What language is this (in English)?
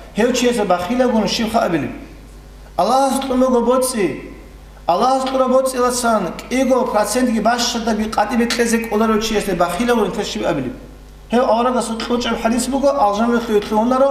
Avaric